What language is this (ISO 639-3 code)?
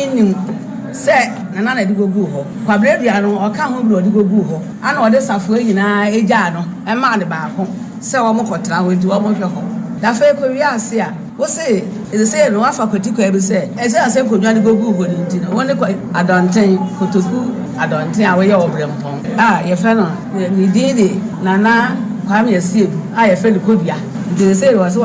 aka